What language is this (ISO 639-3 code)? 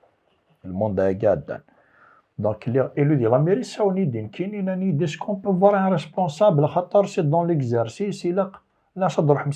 kab